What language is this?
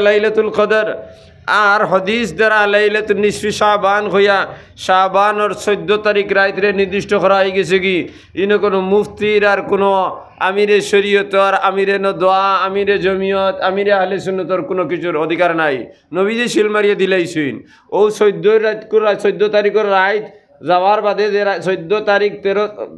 Sylheti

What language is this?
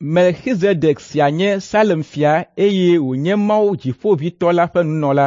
Ewe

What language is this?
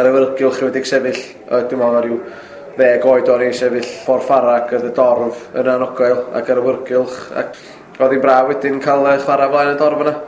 Welsh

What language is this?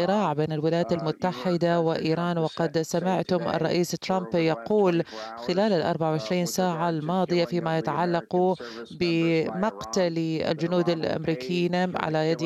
Arabic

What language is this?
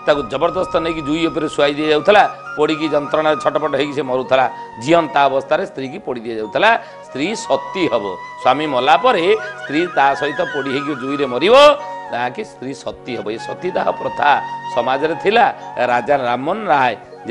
Odia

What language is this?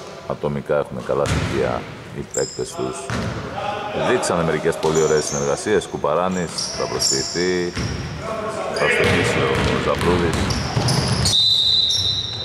Greek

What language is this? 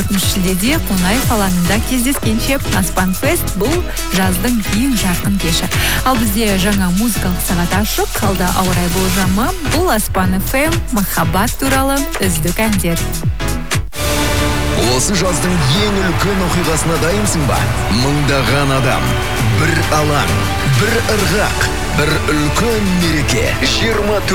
Kazakh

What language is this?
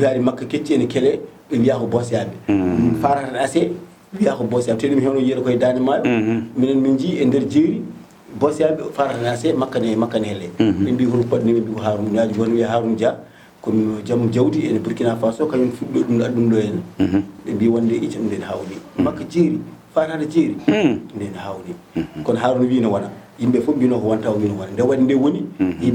Fula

